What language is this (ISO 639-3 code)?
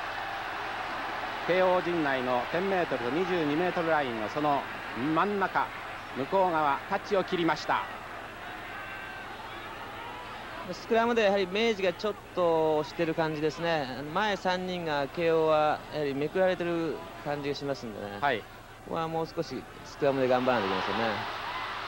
jpn